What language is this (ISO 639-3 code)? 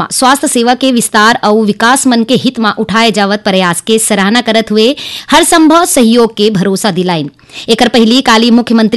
hne